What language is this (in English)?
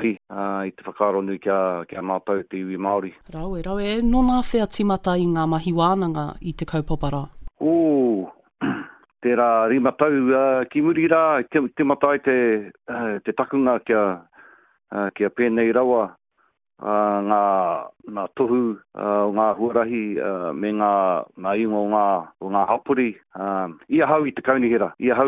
Māori